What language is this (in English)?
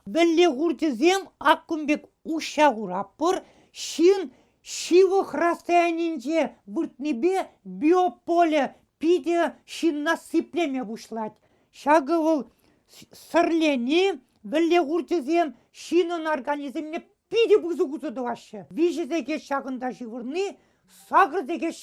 Chuvash